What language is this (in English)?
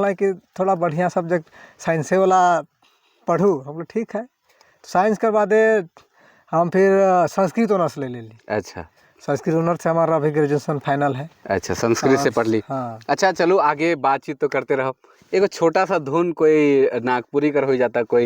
Sadri